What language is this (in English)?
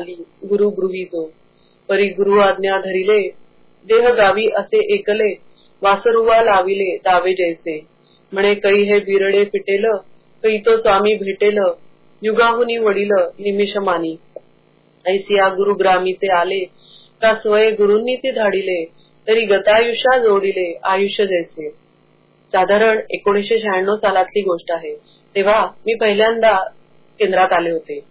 Marathi